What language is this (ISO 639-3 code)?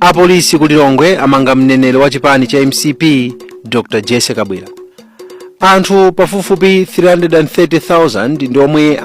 nya